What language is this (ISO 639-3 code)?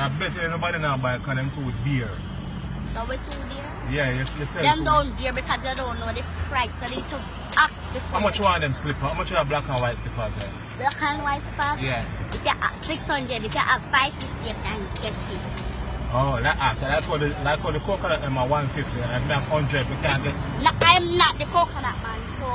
jam